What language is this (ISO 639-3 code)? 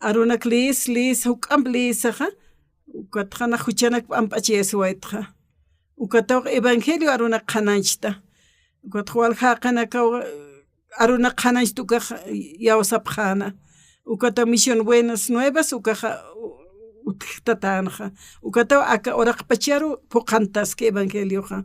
aym